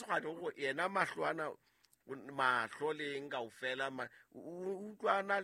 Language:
Southern Sotho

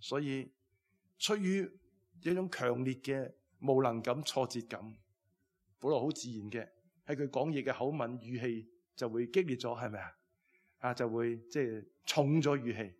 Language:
Cantonese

